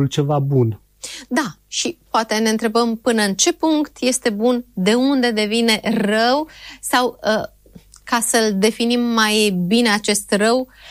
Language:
Romanian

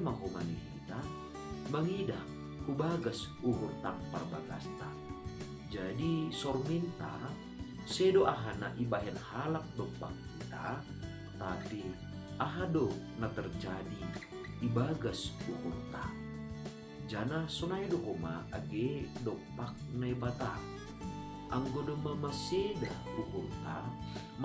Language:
Batak Simalungun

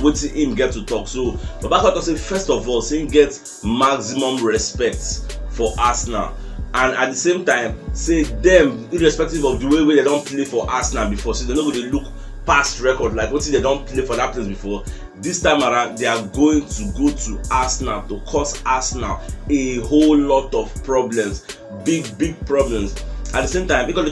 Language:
Nigerian Pidgin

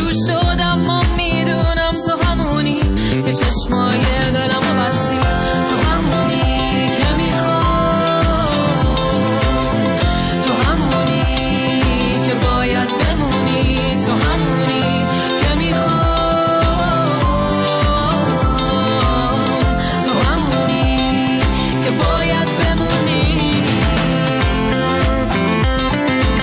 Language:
Persian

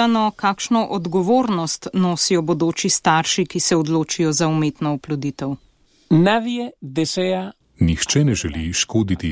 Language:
Slovenian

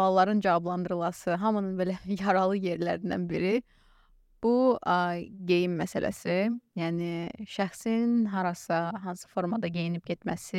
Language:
Azerbaijani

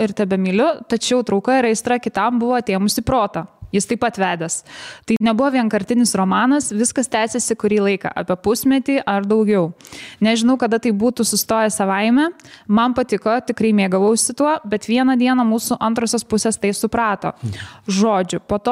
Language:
Lithuanian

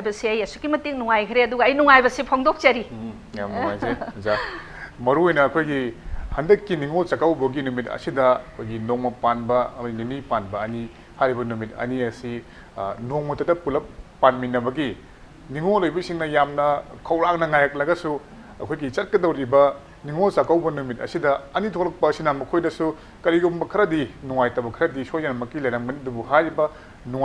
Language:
Manipuri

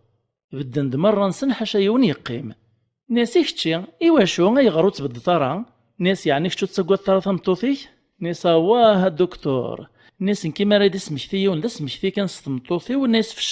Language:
Kabyle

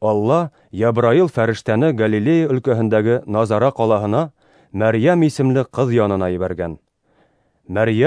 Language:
Bashkir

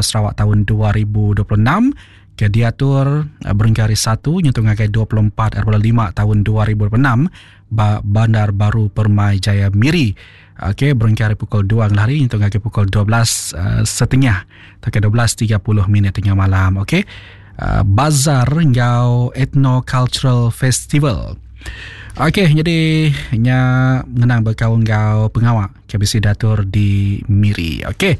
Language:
Iban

